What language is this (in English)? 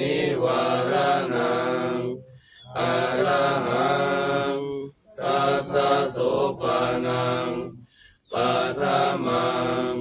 Pali